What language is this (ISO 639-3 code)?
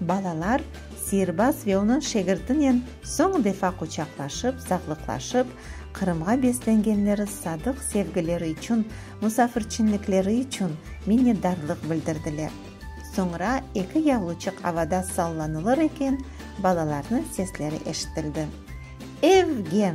crh